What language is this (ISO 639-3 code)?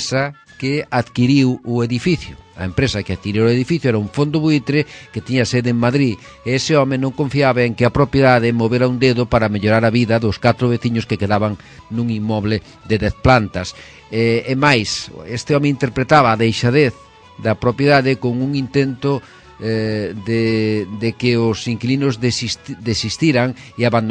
glg